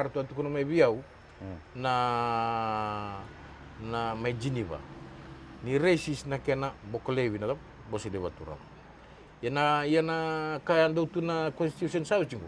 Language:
Fijian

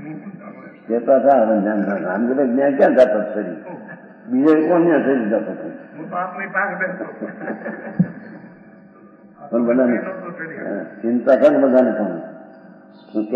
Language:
Gujarati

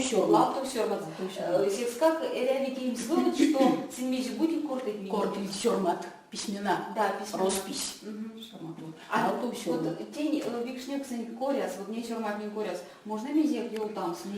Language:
Erzya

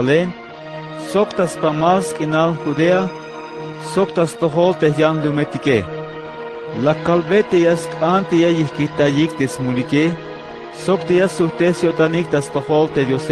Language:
Tzeltal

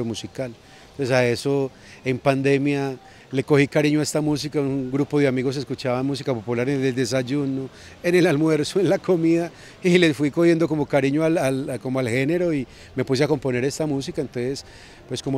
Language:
Spanish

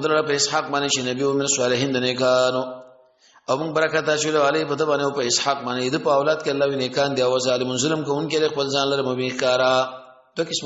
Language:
Pashto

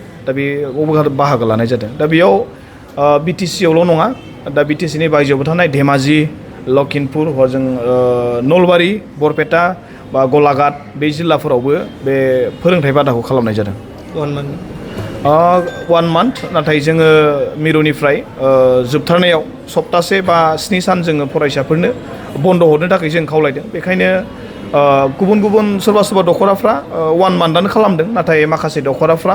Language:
Bodo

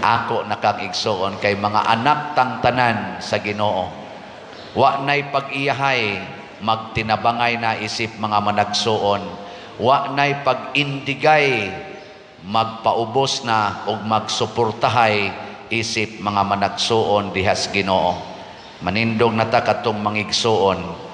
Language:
Cebuano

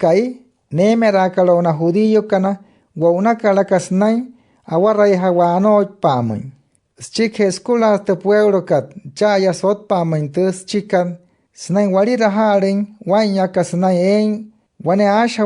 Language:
Wayuu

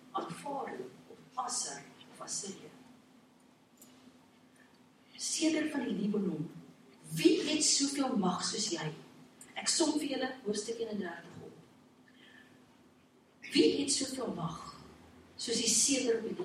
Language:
Afrikaans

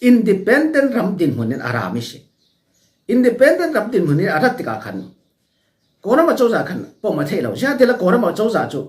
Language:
Falam Chin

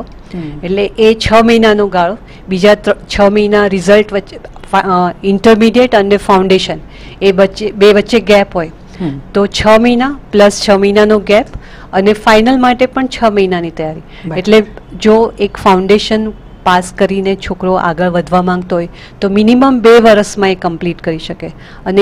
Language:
Gujarati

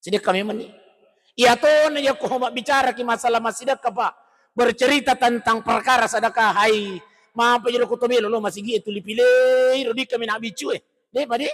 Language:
Buginese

